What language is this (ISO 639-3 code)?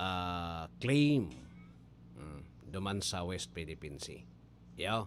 bik